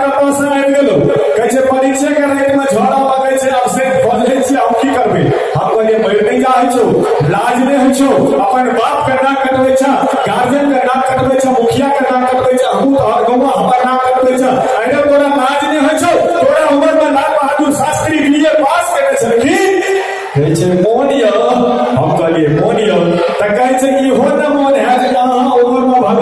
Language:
Maithili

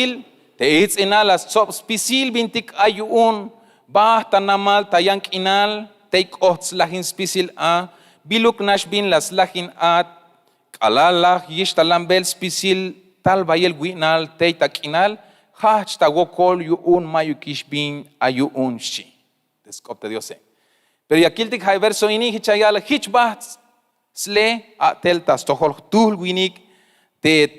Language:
Tzeltal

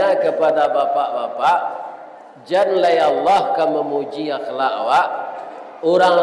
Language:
Minangkabau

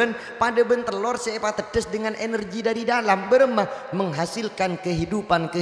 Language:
Madurese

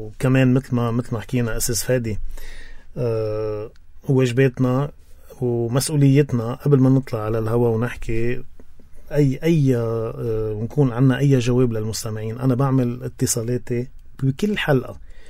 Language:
North Levantine Arabic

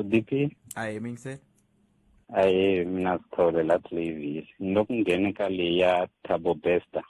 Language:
Tsonga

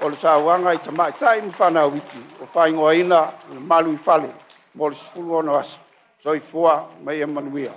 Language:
Samoan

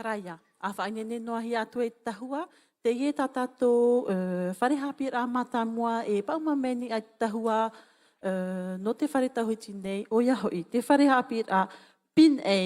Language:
Tahitian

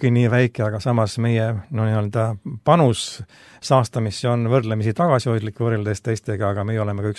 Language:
Estonian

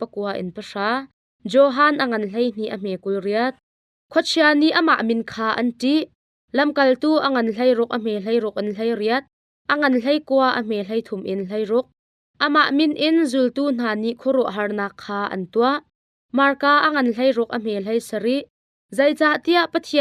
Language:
Hakha Chin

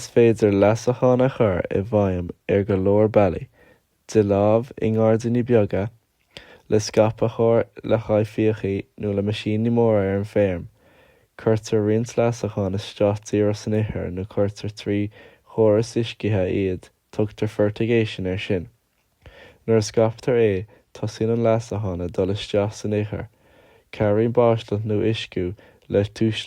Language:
Irish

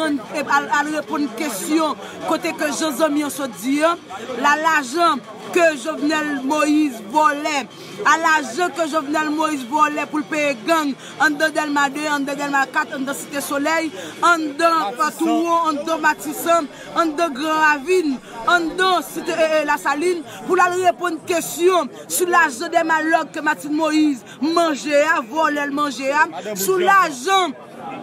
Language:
Haitian Creole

